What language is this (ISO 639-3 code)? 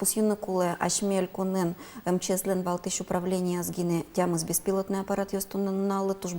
udm